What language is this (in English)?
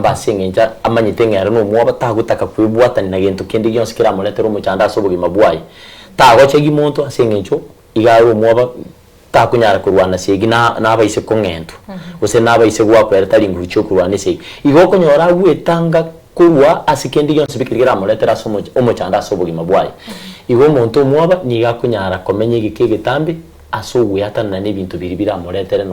Gusii